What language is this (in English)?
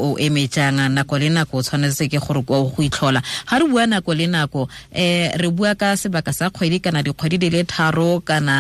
Tswana